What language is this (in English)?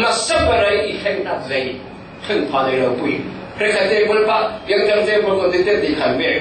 Falam Chin